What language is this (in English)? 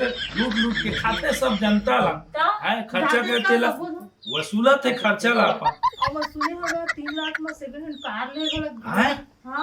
Chhattisgarhi